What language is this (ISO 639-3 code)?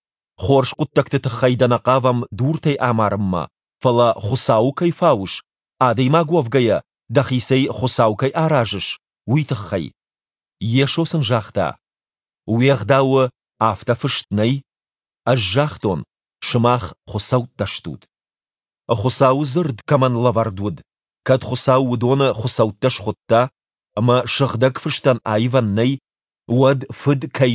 oss